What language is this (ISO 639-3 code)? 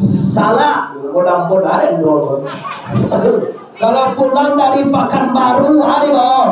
min